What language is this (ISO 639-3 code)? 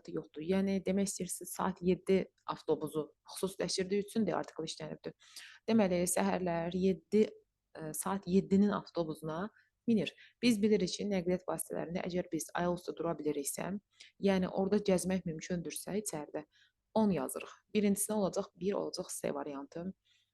aze